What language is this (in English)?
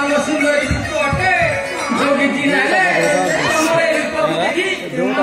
Odia